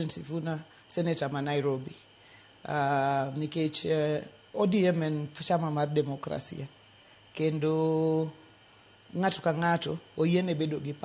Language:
Luo (Kenya and Tanzania)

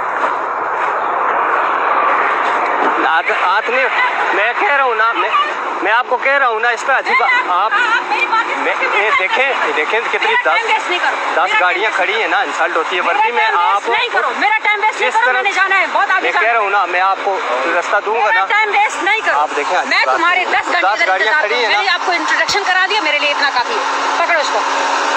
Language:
Hindi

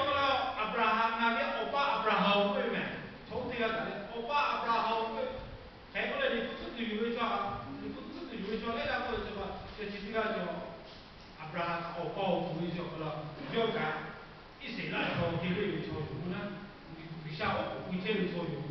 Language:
Lahu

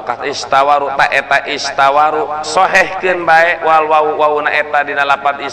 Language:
Sundanese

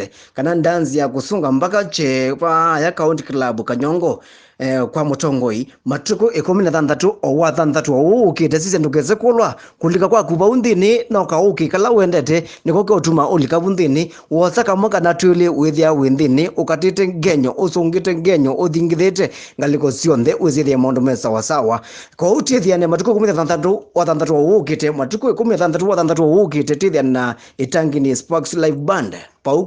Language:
Kamba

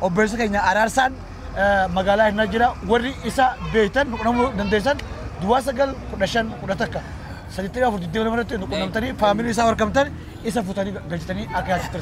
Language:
Oromo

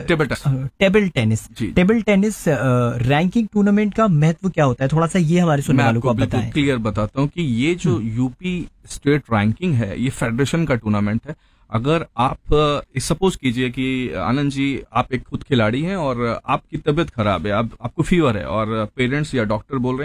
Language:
Hindi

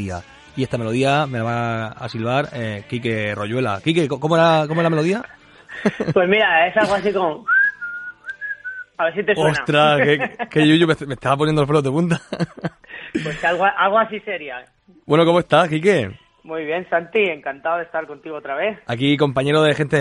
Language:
Spanish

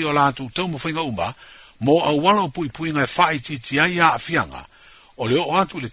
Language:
Samoan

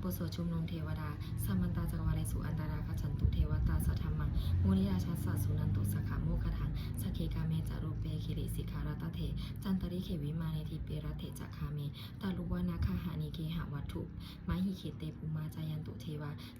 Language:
Pali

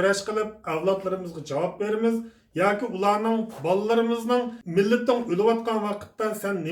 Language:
Uyghur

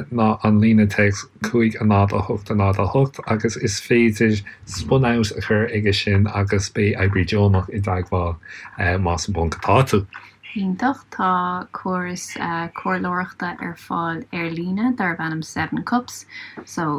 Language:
Irish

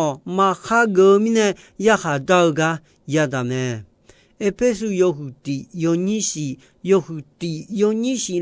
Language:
Akha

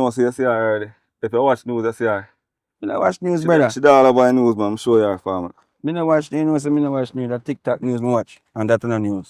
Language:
Jamaican Creole English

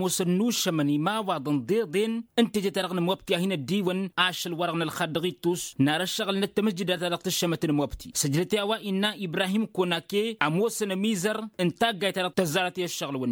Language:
Tamasheq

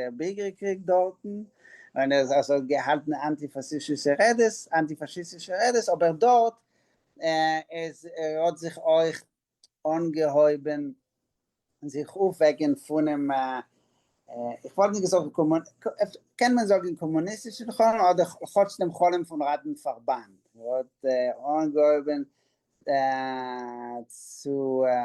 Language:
Yiddish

